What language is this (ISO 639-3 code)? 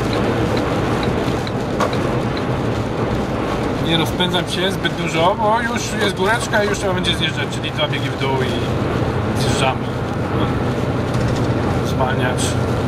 pol